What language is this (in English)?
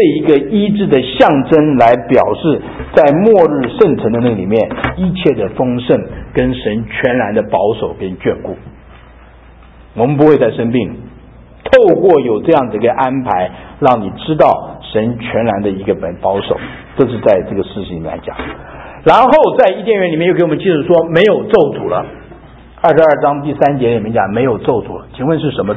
Chinese